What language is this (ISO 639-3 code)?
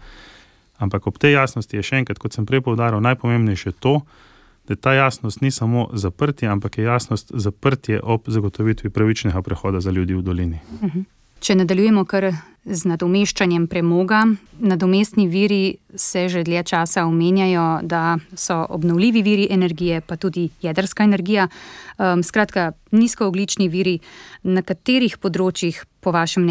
slv